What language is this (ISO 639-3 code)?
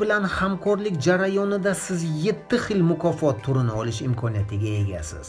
uzb